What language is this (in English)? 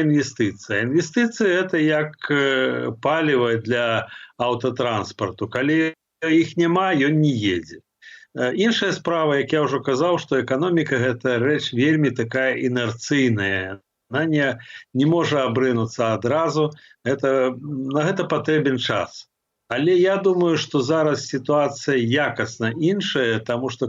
Belarusian